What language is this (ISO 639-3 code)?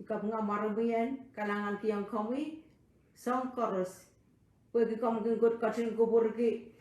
pon